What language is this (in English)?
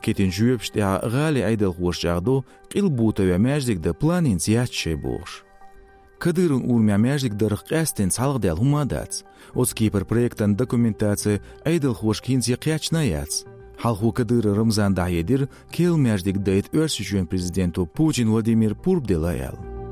Chechen